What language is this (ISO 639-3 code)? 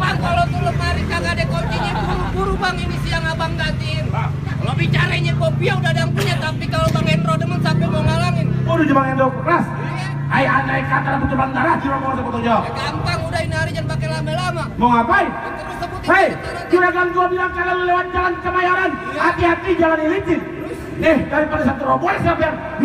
bew